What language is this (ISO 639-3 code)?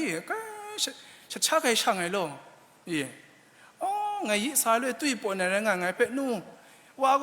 kac